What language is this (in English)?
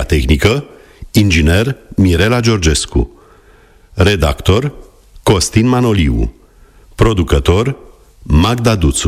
Romanian